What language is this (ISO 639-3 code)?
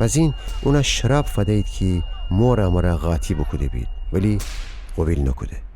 glk